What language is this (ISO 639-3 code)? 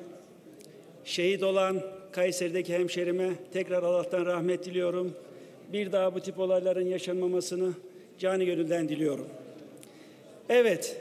tur